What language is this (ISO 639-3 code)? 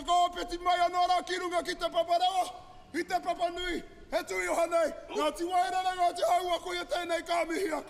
mri